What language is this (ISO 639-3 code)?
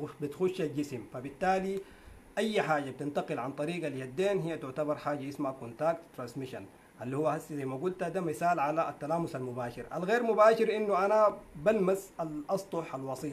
apd